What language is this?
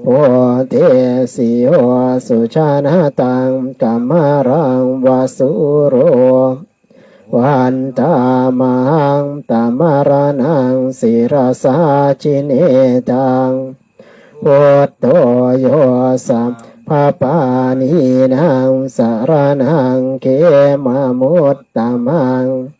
Pali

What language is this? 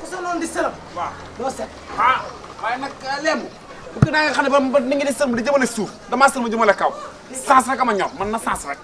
Wolof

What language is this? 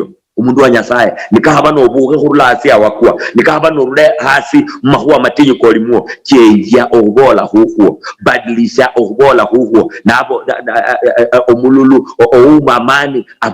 Luyia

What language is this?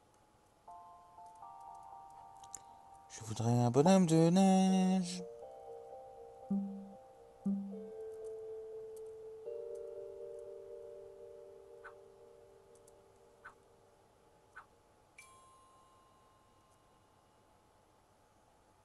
French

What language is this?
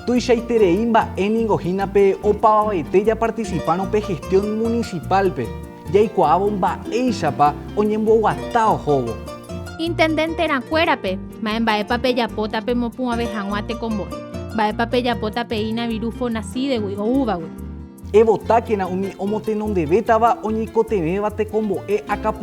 Guarani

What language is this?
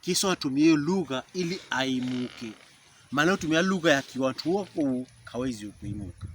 Pokomo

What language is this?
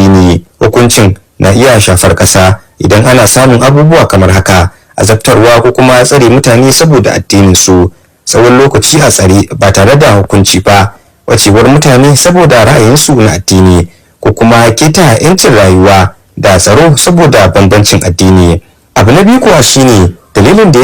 Hausa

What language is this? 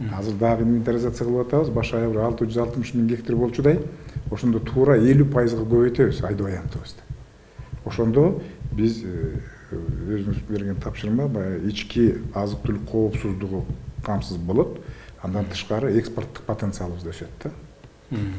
Kyrgyz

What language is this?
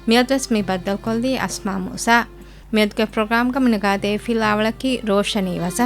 Divehi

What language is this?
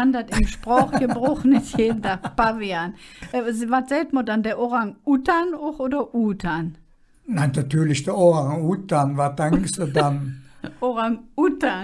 Colognian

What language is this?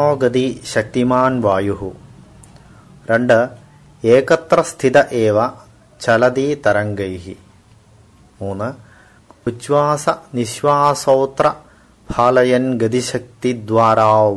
Sanskrit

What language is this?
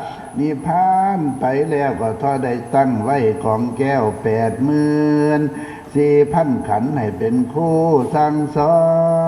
Northeastern Thai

